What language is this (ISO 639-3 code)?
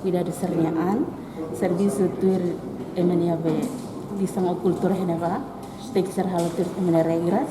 tet